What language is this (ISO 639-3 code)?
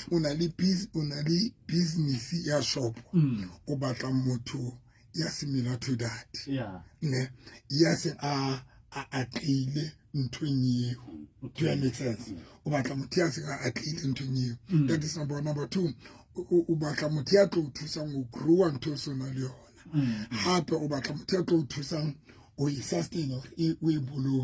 sot